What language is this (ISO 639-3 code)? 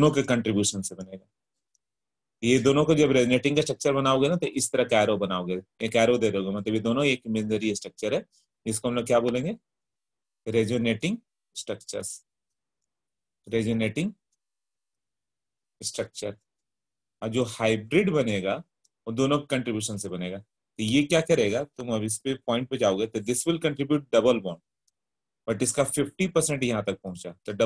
hin